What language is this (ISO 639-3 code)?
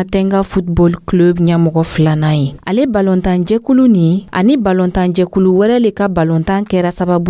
dyu